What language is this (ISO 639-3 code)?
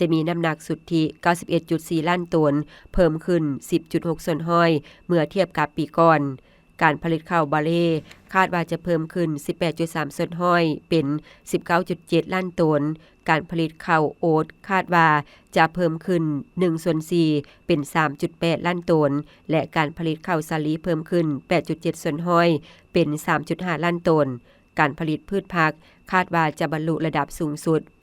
lao